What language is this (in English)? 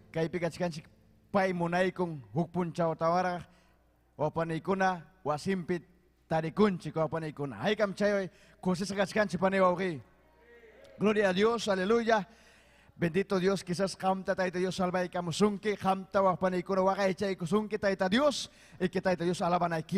Ayacucho Quechua